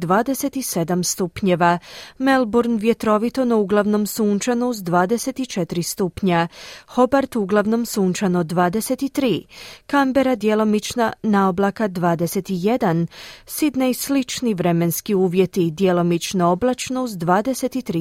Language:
Croatian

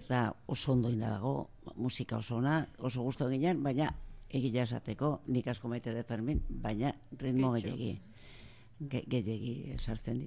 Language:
Basque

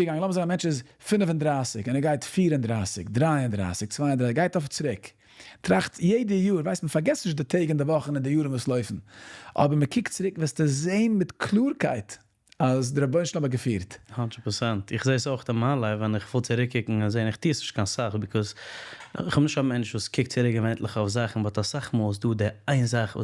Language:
Yiddish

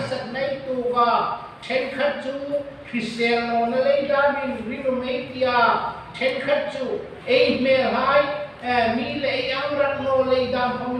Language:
Hmar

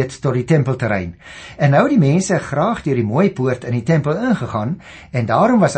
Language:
Afrikaans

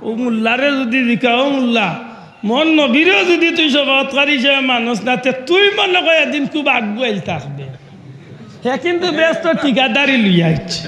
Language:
Sylheti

